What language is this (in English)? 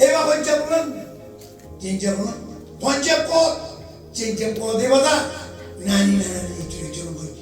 Marshallese